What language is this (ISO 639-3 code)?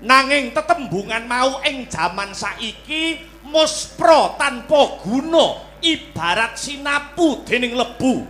jav